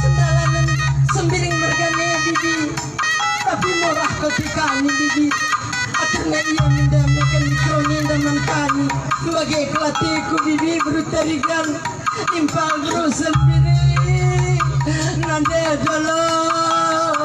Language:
Batak Karo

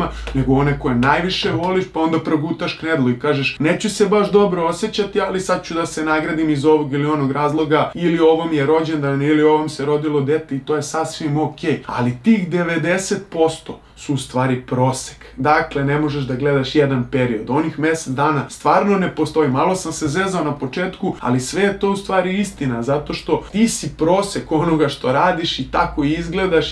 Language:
Serbian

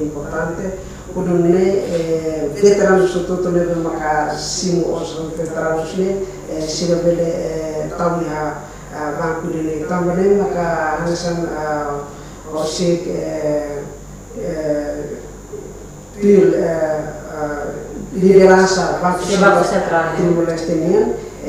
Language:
Tetum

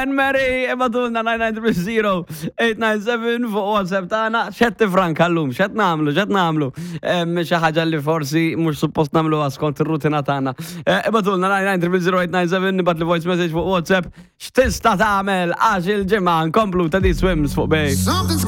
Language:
Maltese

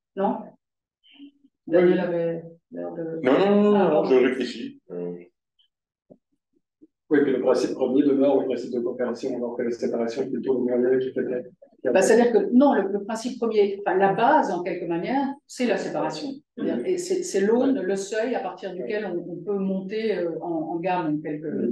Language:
French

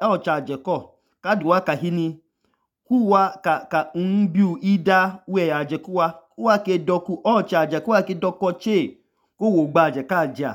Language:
Idoma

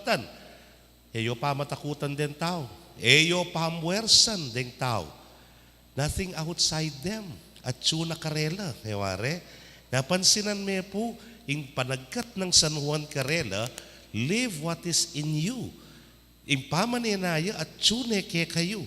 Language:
Pampanga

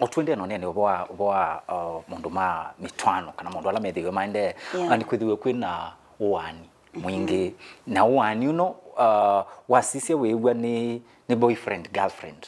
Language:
Kamba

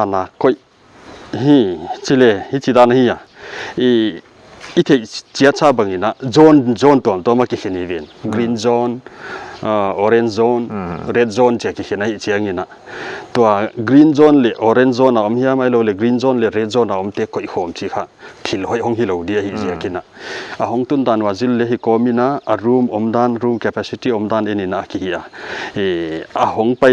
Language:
Paite Chin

